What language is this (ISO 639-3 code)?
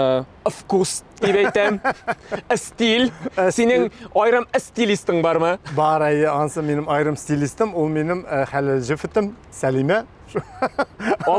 tat